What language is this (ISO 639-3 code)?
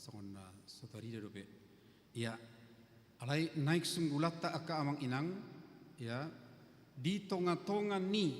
bbc